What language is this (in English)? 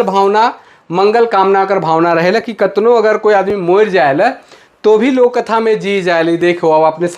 Sadri